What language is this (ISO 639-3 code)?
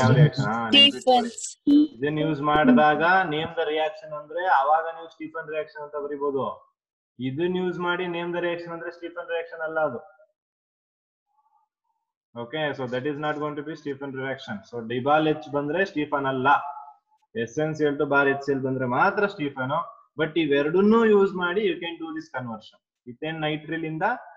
kan